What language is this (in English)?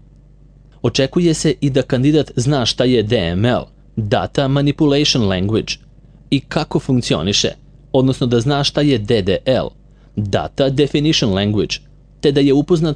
Serbian